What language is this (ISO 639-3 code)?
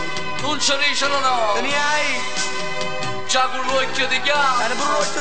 nap